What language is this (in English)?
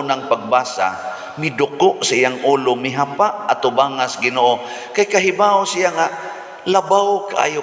Cebuano